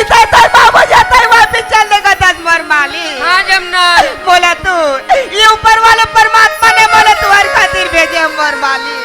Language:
Chhattisgarhi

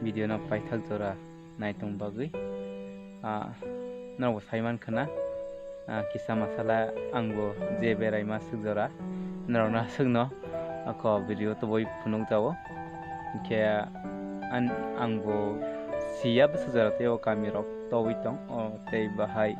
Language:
Kok Borok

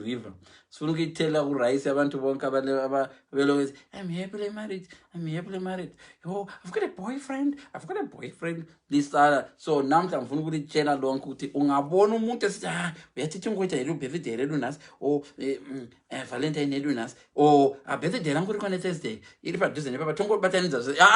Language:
Shona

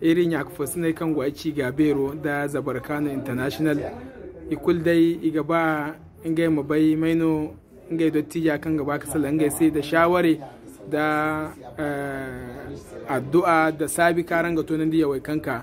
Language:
Zarma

